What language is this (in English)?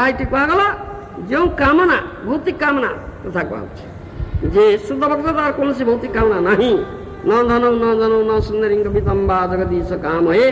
Odia